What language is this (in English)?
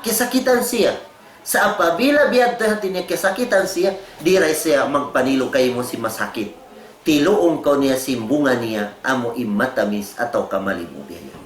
Tausug